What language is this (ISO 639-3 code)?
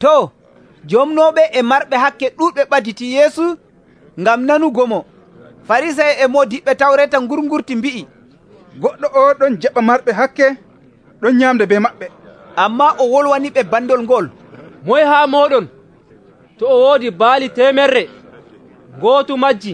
fuv